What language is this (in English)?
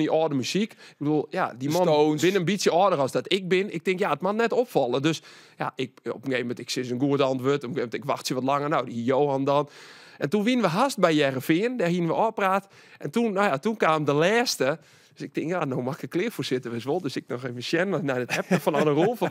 Western Frisian